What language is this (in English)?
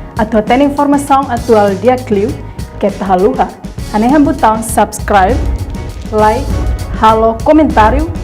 Tetum